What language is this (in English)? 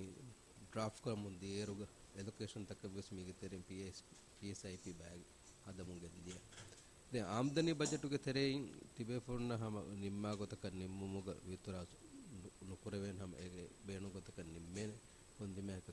Divehi